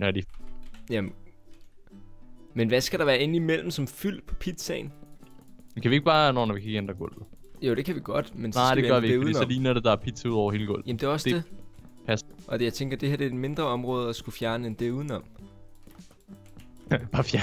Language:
Danish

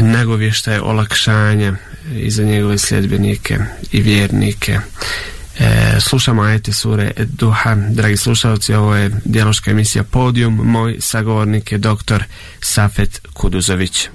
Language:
Bosnian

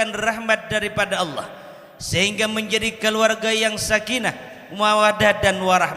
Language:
Banjar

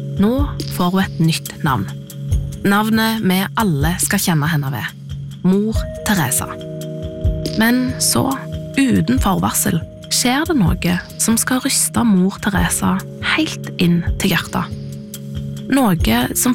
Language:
Norwegian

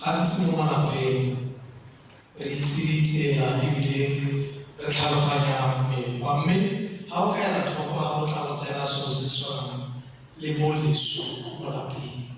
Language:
Tswana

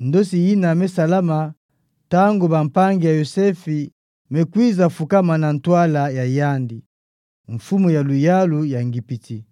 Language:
Kituba (Democratic Republic of Congo)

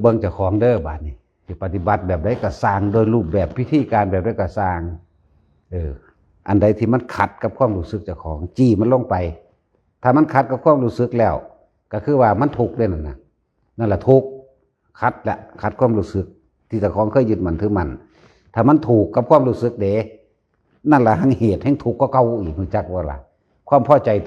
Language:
Northeastern Thai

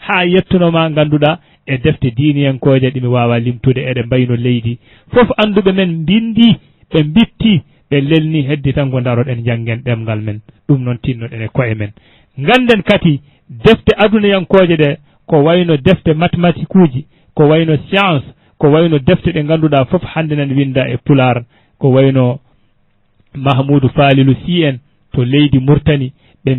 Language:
Fula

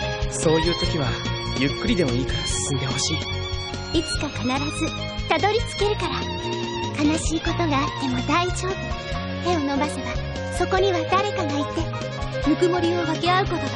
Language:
Japanese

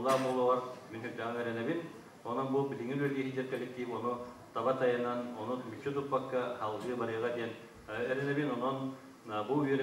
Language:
Yakut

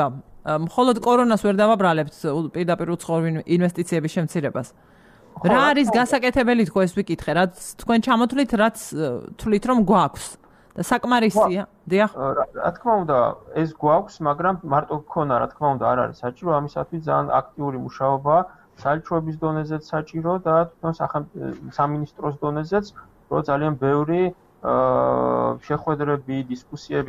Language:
Georgian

